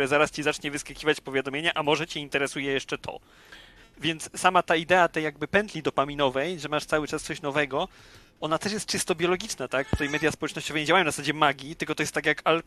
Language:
Polish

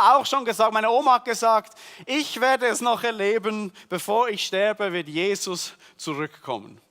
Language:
Swiss German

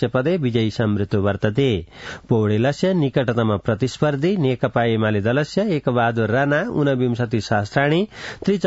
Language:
Sanskrit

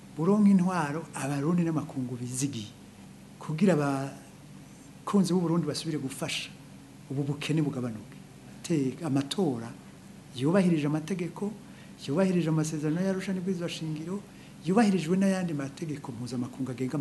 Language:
Rundi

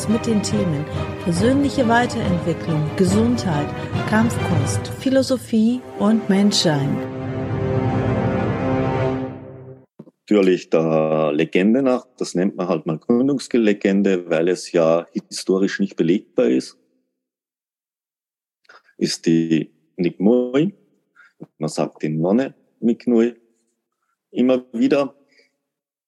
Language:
German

